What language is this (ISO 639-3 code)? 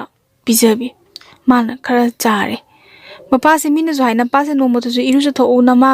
mni